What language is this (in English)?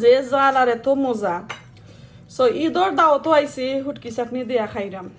Sylheti